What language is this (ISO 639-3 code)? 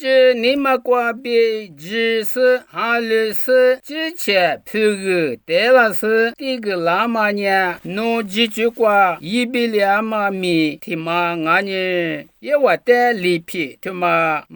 lis